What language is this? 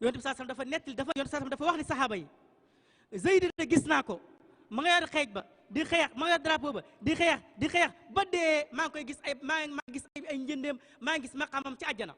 Wolof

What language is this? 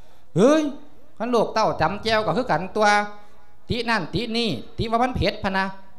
Lao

